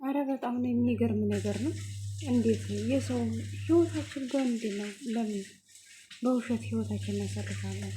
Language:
Amharic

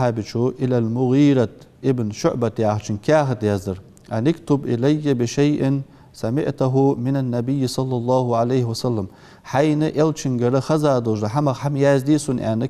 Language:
Ingush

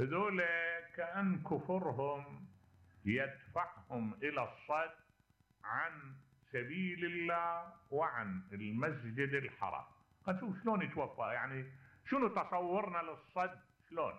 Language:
Mesopotamian Arabic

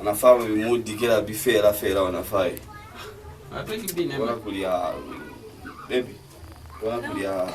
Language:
Lozi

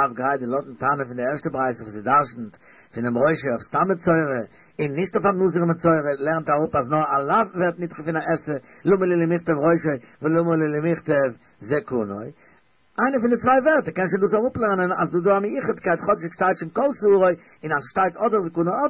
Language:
Yiddish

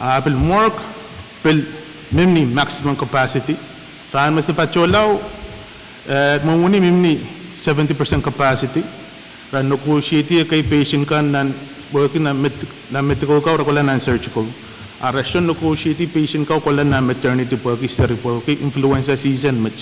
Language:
Pohnpeian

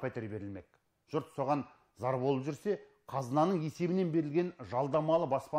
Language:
Kazakh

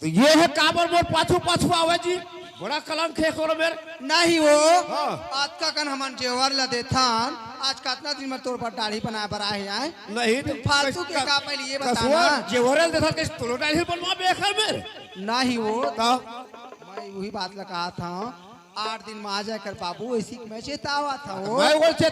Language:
Chhattisgarhi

